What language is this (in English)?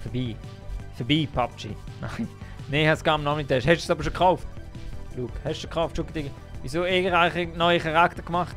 Swiss German